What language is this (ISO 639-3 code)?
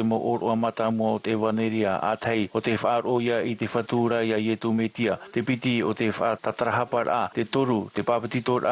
tah